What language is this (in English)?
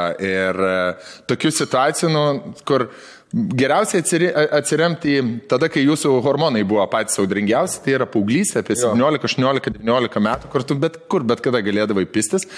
Lithuanian